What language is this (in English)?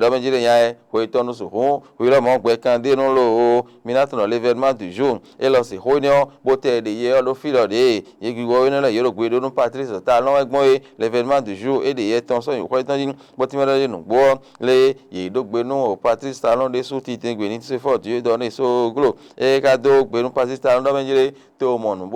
Fon